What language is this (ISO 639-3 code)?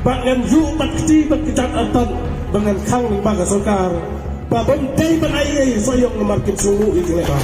kha